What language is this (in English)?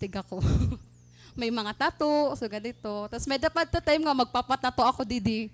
Waray